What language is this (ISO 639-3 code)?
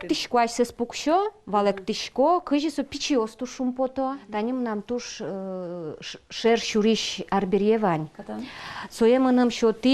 udm